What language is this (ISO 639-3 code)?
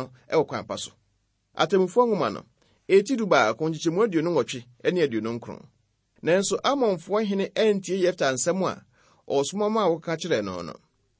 aka